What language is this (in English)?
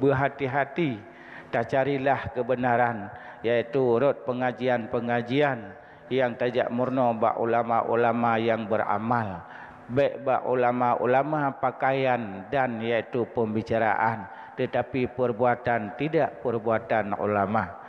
Achinese